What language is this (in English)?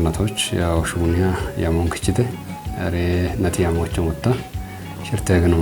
Kafa